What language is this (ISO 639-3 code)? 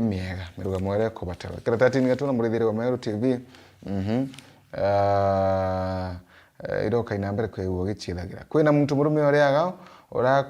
mer